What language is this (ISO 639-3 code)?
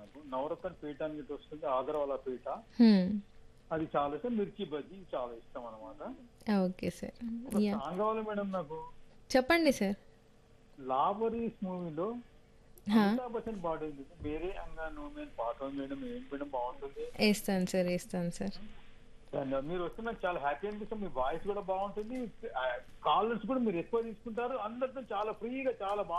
tel